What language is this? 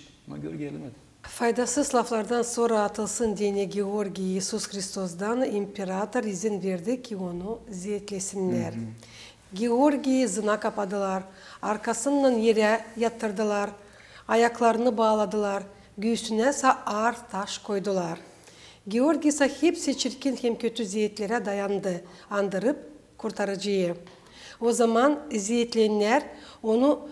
Gagauz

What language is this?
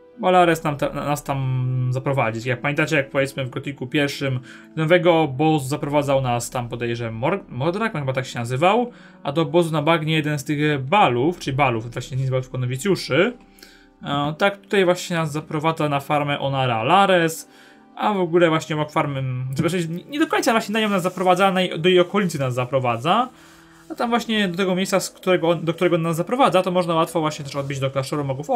Polish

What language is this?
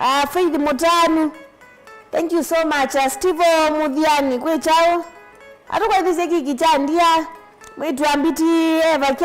Kamba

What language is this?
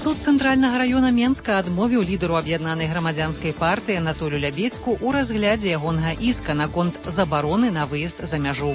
Belarusian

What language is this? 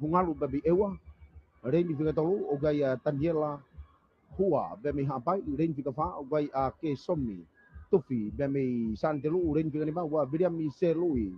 Tongan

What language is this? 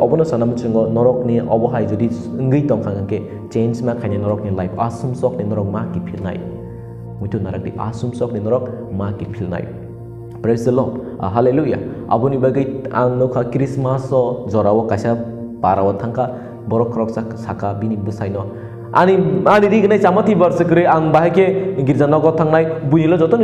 Kok Borok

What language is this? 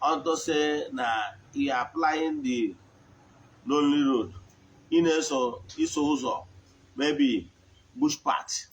Igbo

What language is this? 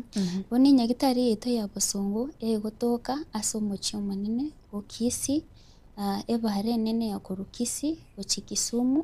Gusii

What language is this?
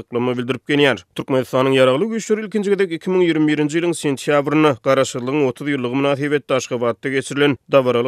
Turkmen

